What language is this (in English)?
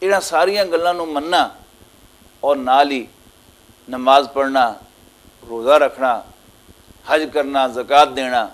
Western Panjabi